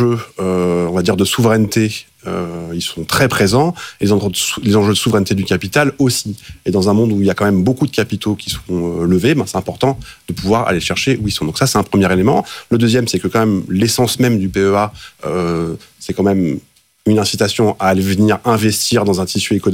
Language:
French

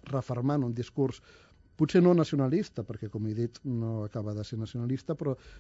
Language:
Catalan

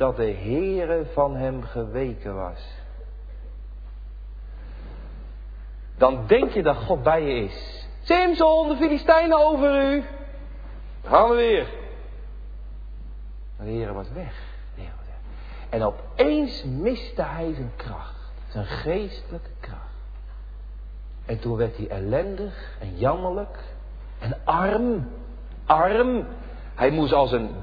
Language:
Dutch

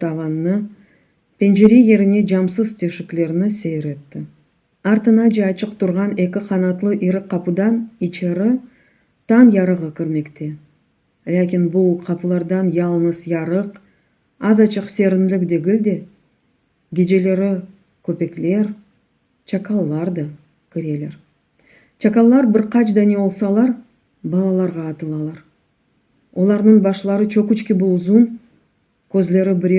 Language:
Crimean Tatar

